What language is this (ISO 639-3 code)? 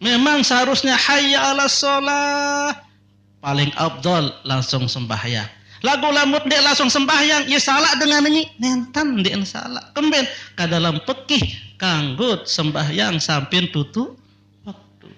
sas